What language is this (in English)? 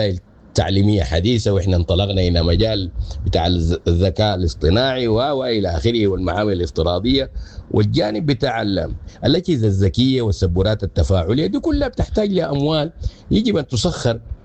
Sudanese Arabic